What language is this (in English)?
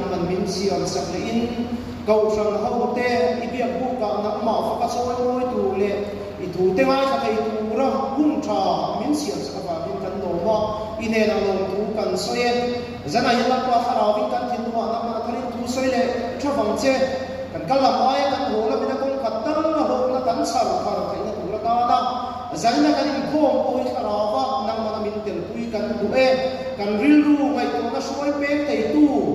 Mizo